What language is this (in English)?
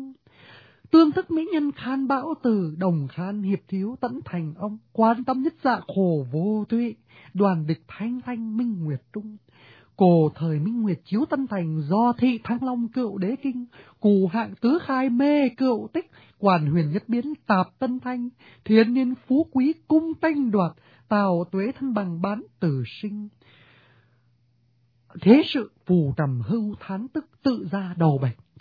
Vietnamese